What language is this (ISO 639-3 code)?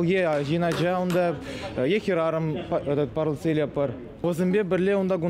chv